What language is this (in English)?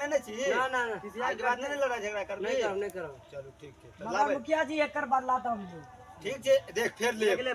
Maithili